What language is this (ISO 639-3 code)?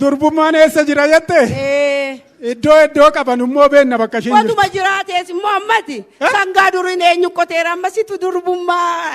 orm